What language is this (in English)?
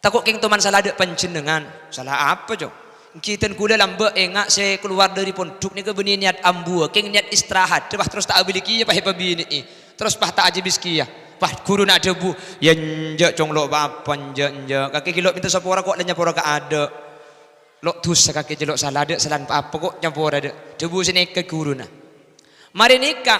Madurese